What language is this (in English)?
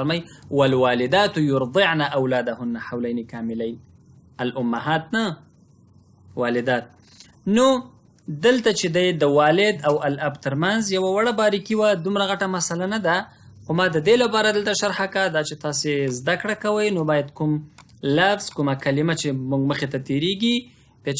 Pashto